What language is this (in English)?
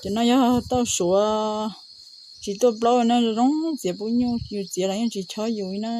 Hmong